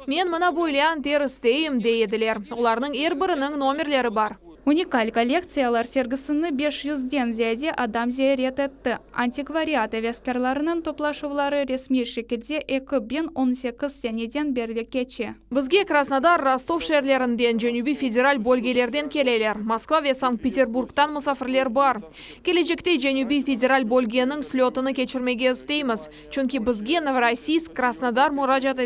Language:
Crimean Tatar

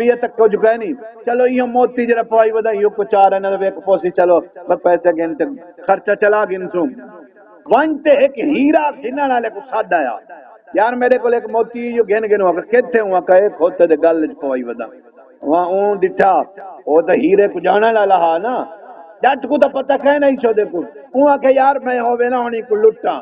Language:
Saraiki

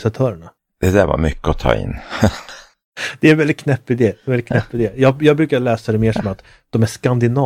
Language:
Swedish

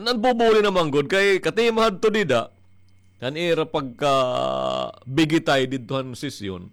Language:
Waray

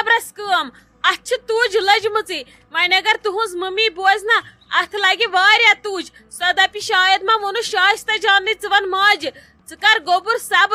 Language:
Kashmiri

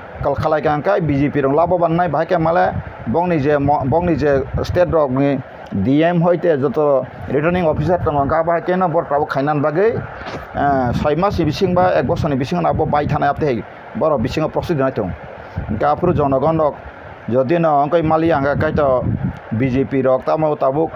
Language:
Kok Borok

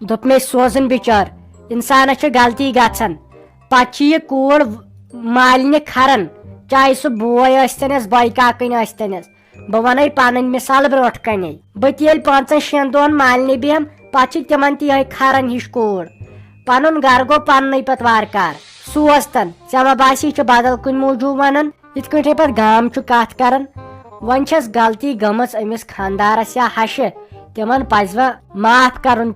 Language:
Kashmiri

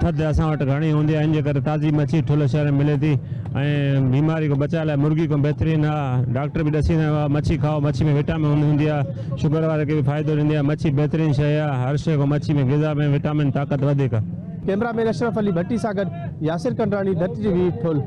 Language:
Sindhi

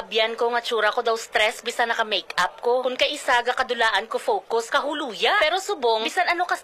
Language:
Hiligaynon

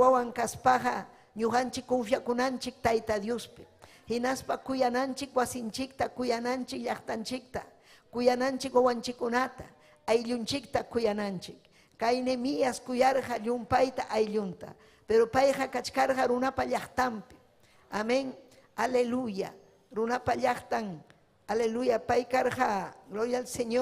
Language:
Ayacucho Quechua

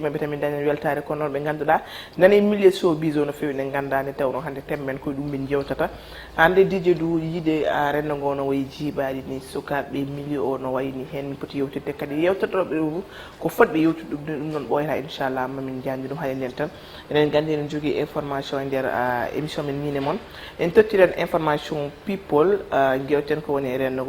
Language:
Fula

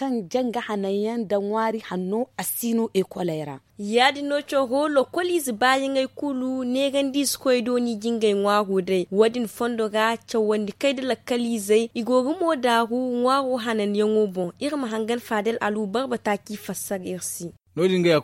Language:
Zarma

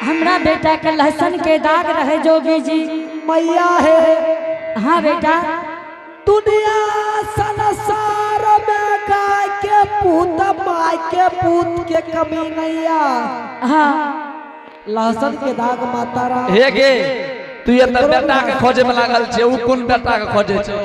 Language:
Angika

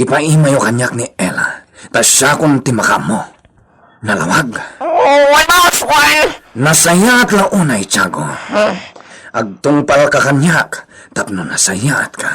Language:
Iloko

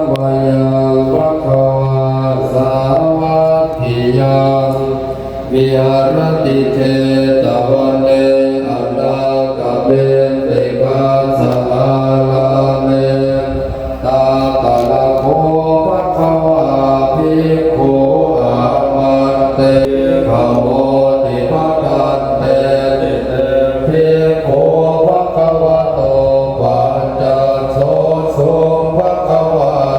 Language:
Pali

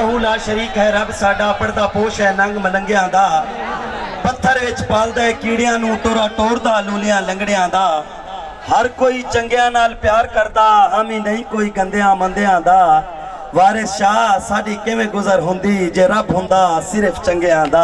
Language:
Saraiki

